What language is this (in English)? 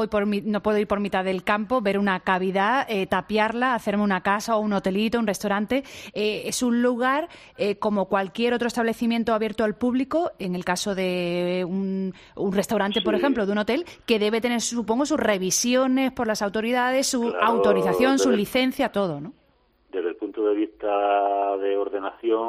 Spanish